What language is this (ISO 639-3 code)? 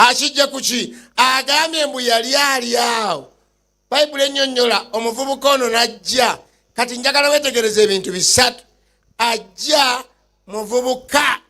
lug